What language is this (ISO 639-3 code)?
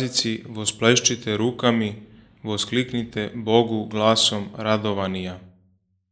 chu